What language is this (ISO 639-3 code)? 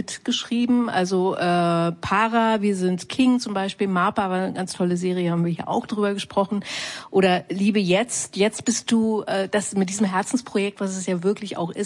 deu